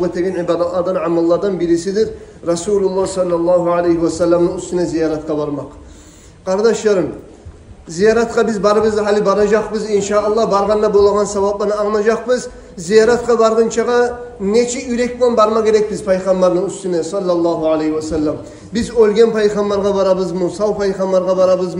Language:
Kumyk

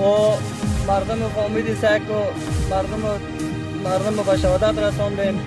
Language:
Persian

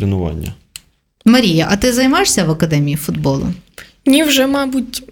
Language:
Ukrainian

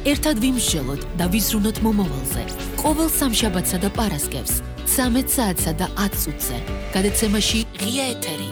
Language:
Georgian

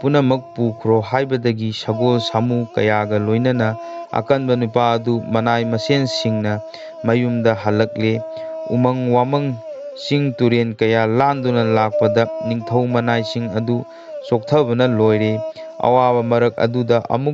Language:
Manipuri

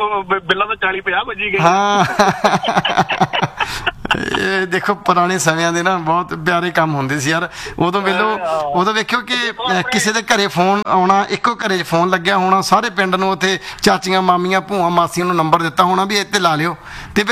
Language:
Punjabi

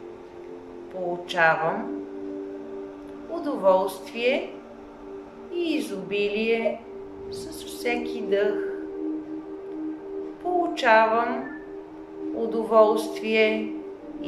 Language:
Bulgarian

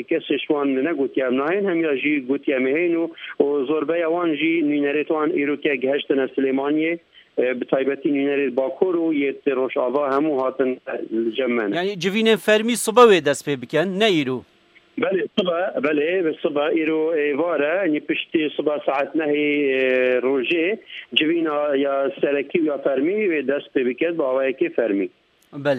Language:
Kurdish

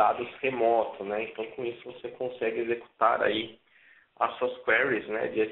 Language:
Portuguese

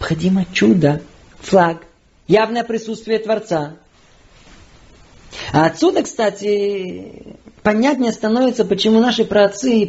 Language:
Russian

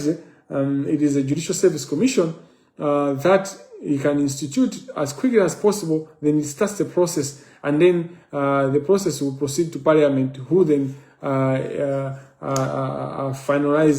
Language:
Nyanja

